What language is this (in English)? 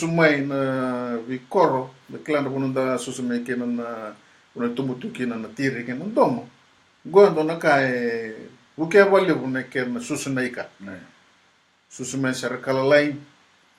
Fijian